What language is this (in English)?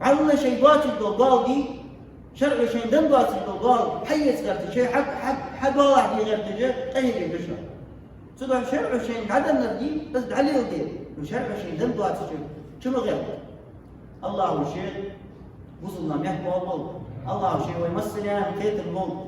Ingush